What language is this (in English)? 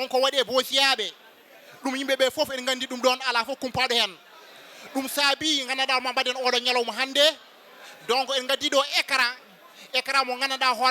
Fula